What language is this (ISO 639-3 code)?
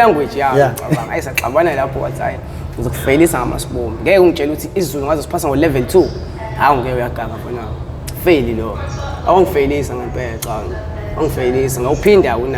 zul